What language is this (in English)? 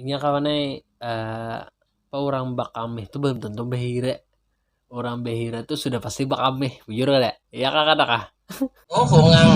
Banjar